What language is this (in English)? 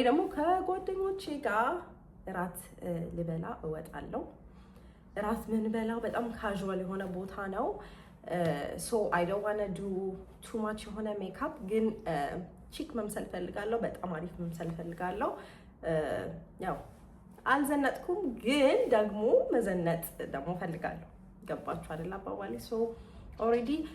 Amharic